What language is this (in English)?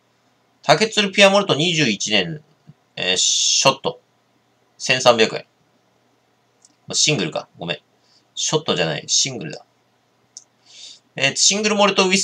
Japanese